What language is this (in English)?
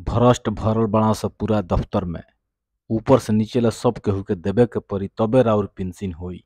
Bhojpuri